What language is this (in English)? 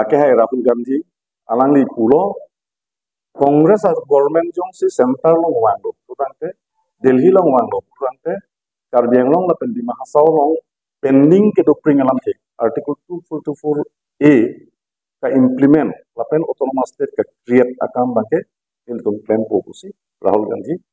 Karbi